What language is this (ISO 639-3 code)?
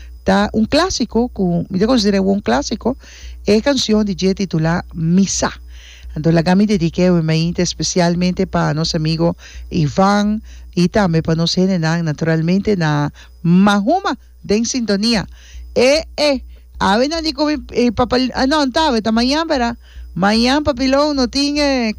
pap